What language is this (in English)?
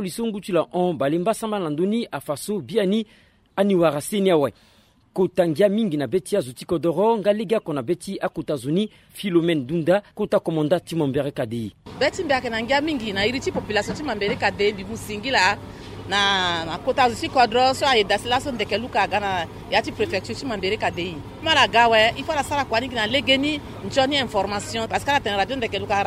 Sango